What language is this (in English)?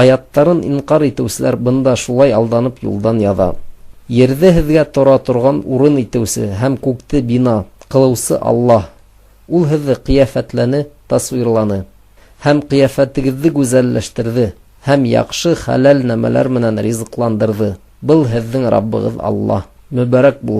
Bashkir